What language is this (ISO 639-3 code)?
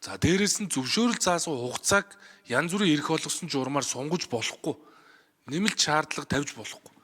mon